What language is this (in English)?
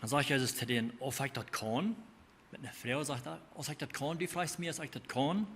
Plautdietsch